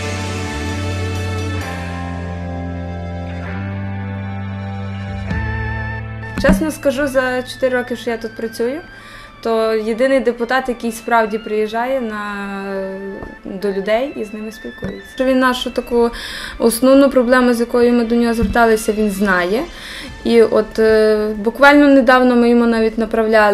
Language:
Ukrainian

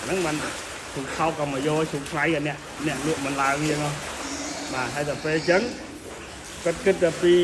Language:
Khmer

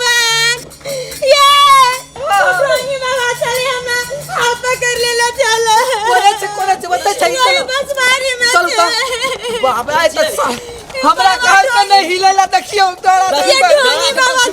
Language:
Maithili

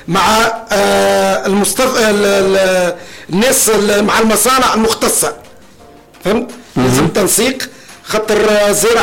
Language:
Tunisian Arabic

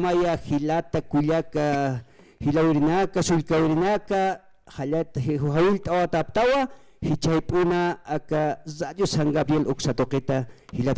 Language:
Aymara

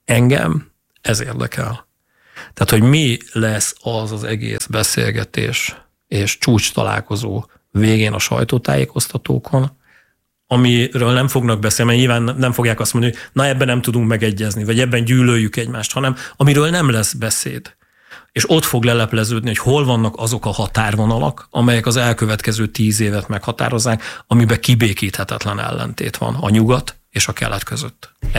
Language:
Hungarian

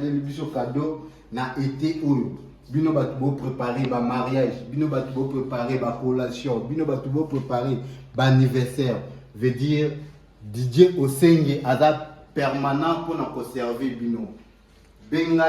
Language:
Lingala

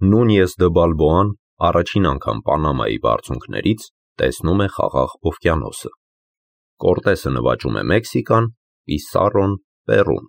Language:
Armenian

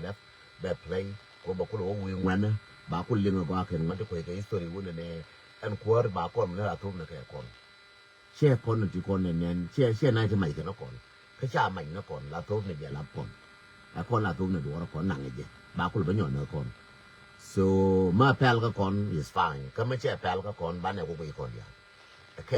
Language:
Nuer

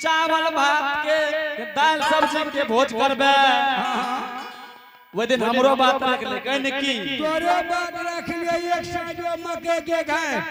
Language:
Angika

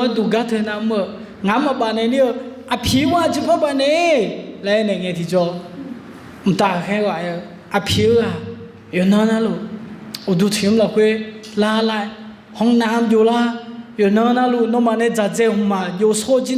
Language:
Akha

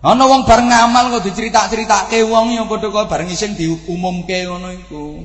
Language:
Javanese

